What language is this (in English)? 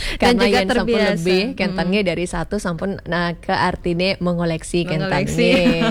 Balinese